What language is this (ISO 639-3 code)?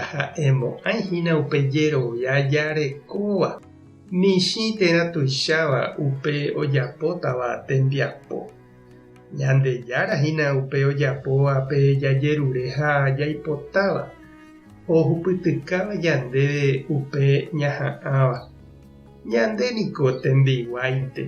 grn